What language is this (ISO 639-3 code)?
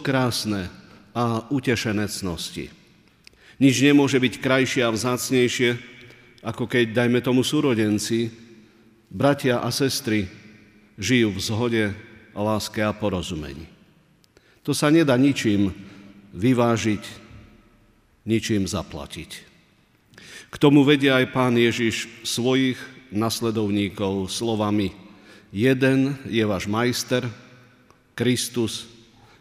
slk